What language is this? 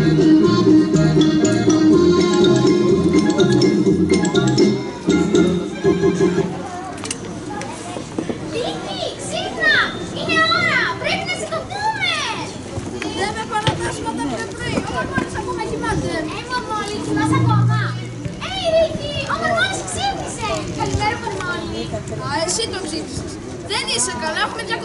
Greek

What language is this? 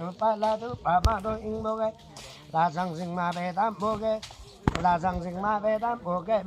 Limbu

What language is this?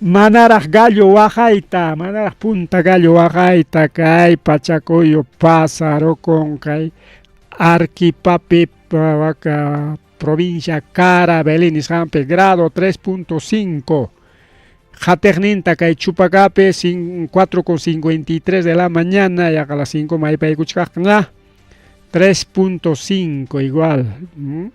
Ayacucho Quechua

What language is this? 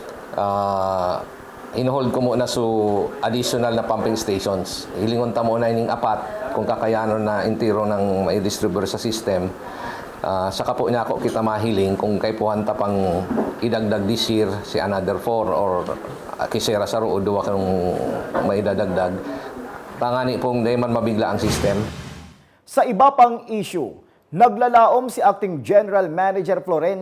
Bikol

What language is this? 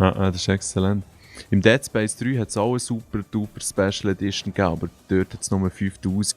Swiss German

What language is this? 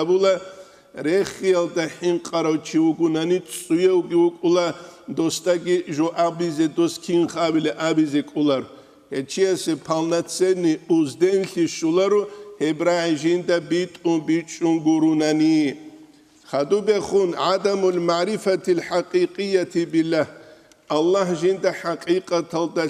Avaric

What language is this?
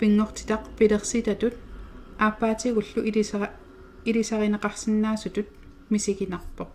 Kalaallisut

